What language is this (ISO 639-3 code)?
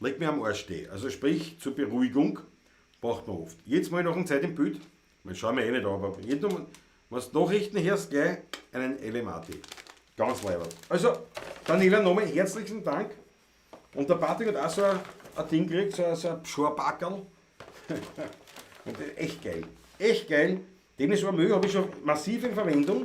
bar